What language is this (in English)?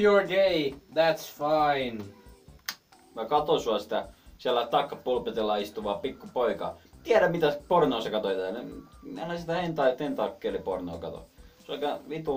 Finnish